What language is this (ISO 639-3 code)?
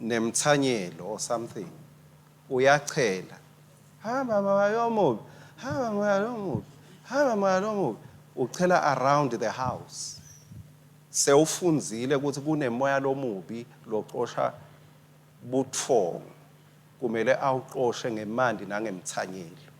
ssw